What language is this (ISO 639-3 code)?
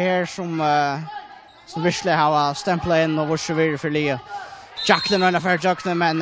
fao